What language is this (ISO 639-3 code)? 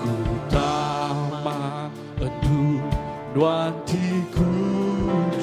iba